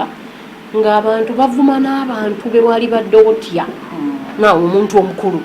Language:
Ganda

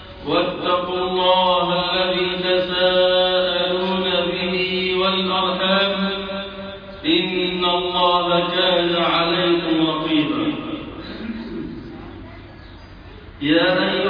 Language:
Arabic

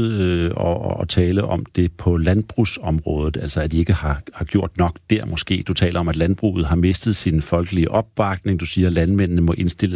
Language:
Danish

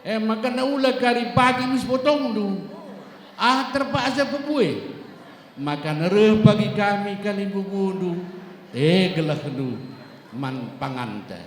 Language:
Batak Karo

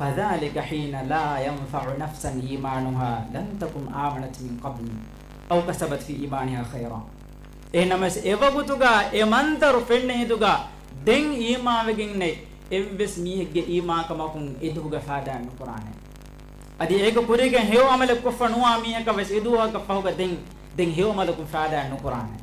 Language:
Divehi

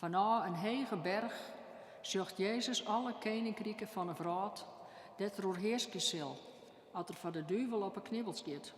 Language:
Western Frisian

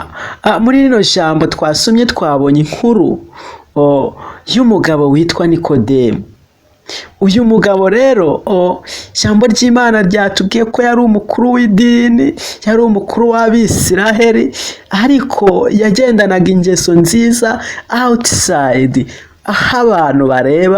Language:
Kinyarwanda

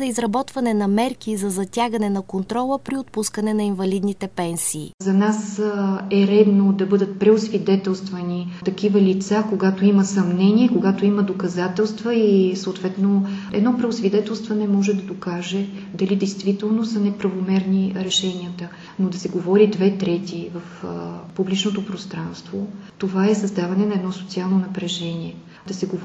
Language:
Bulgarian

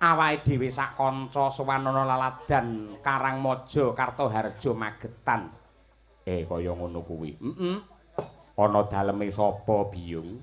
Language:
Javanese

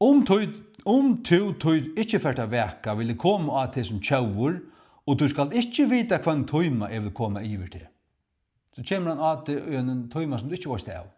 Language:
Faroese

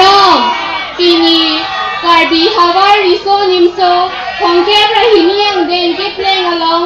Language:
Karbi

